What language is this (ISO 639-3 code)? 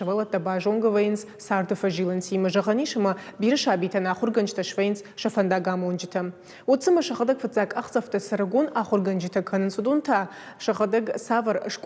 oss